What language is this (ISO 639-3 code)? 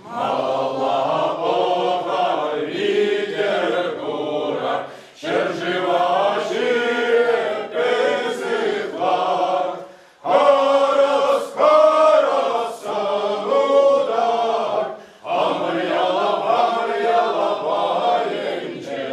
chv